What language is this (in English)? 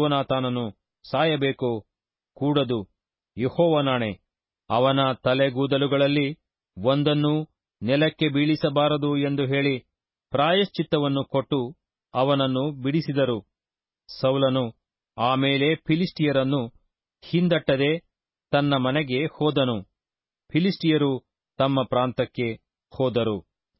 Kannada